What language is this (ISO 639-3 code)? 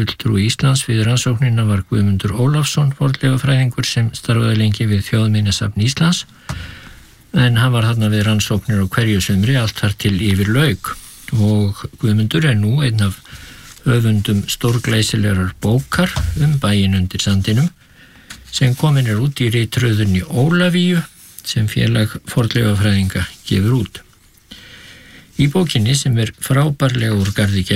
isl